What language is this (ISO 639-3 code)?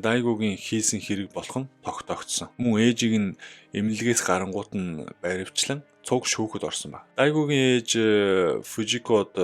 mon